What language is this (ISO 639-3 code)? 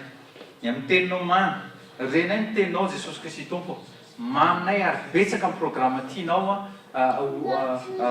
mlg